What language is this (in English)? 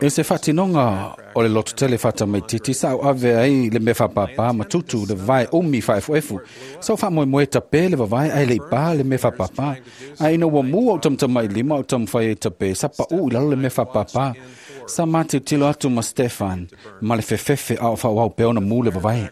Samoan